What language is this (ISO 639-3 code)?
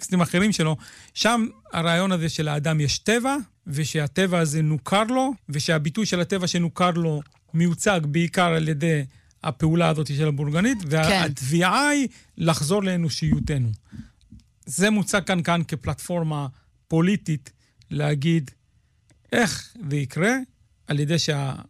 heb